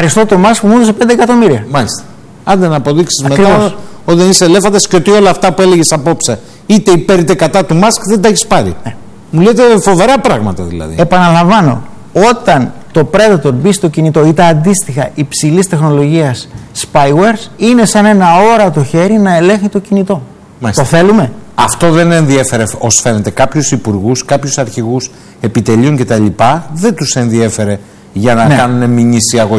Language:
Greek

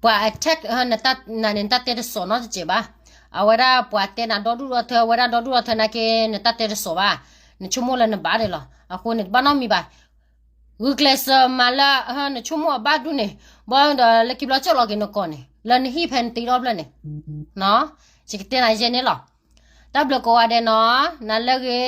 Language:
S'gaw Karen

